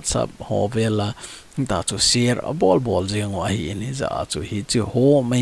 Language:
Thado Chin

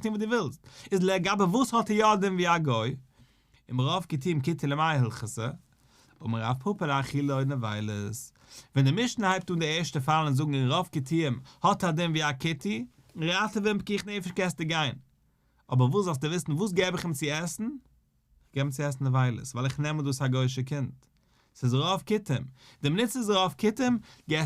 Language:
Yiddish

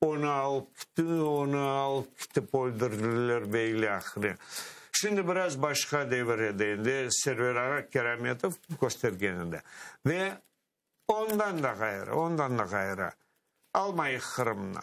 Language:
Crimean Tatar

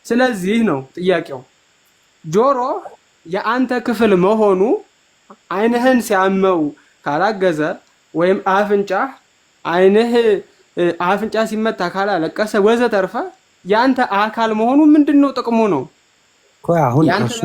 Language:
Amharic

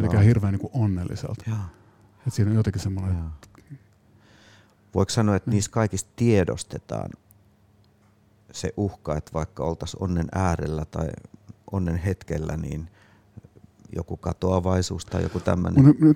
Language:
Finnish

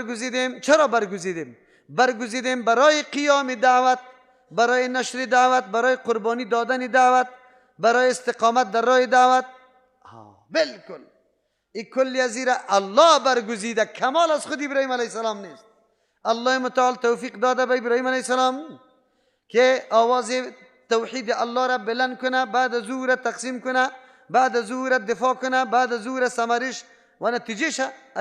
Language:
Persian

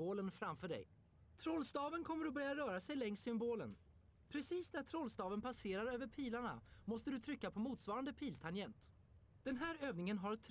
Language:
Swedish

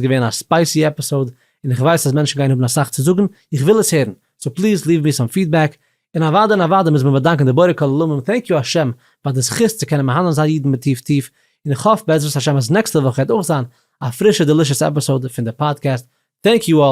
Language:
Yiddish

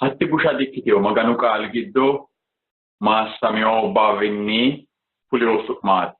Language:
Sidamo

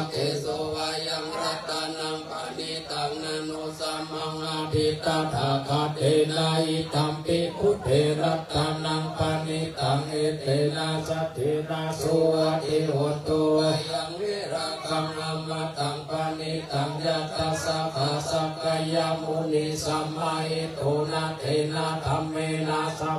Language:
Pali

